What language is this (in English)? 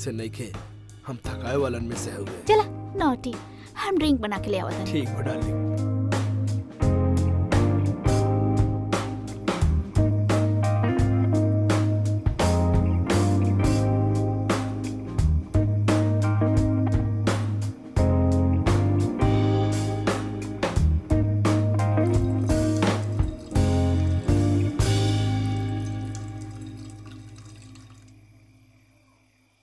Bhojpuri